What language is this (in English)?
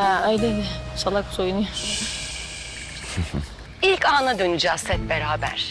Turkish